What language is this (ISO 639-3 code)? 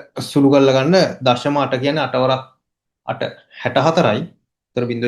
sin